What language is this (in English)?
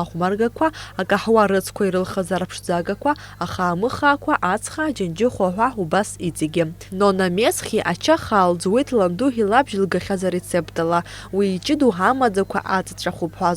Abkhazian